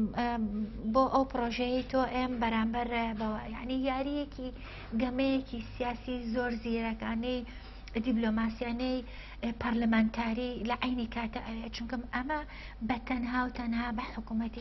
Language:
Central Kurdish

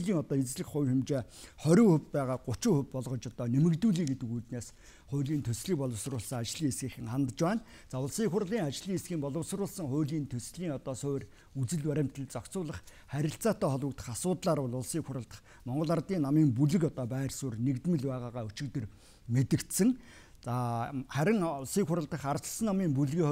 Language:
Mongolian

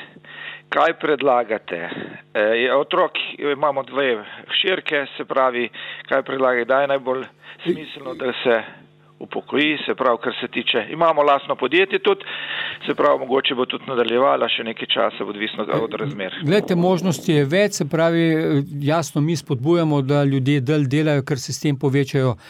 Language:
Slovenian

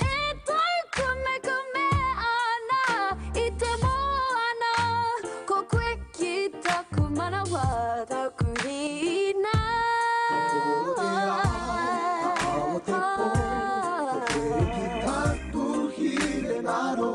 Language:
Māori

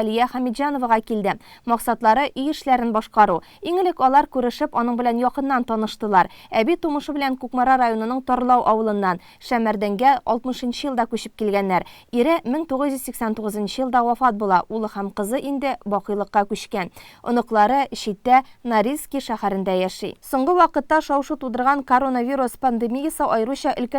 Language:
Tatar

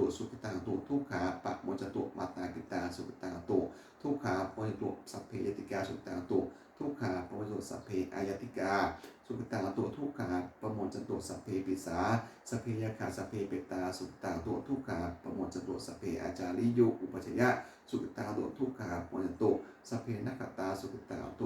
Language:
Pali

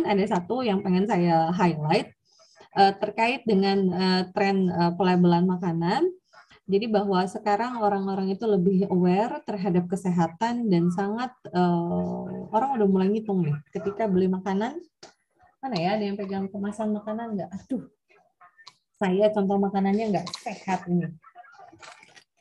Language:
Indonesian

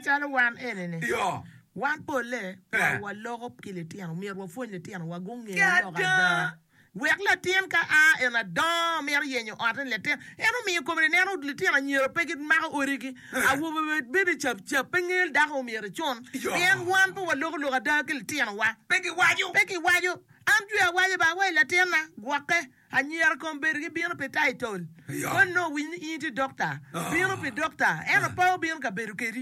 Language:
Acoli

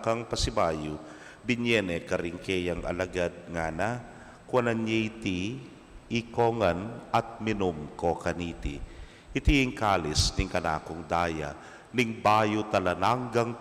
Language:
Pampanga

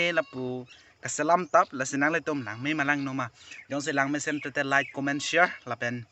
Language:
Karbi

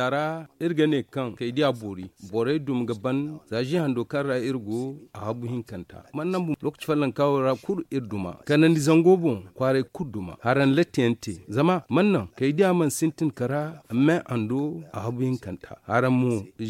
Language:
Zarma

